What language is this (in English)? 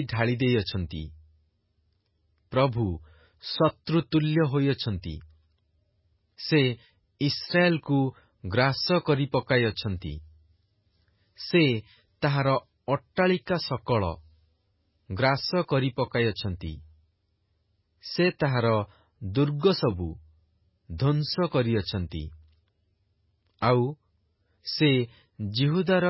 Odia